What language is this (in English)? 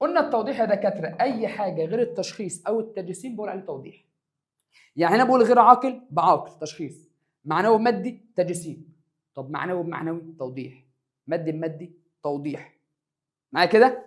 Egyptian Arabic